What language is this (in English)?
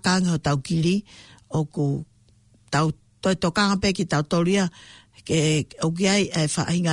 Tongan